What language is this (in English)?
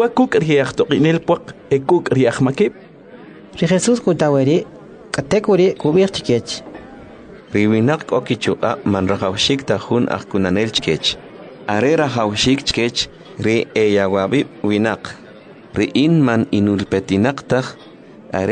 Kʼicheʼ